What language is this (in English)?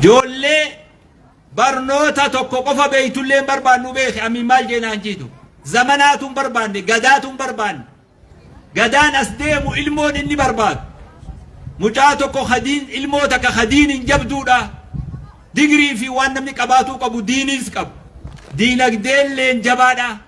Oromo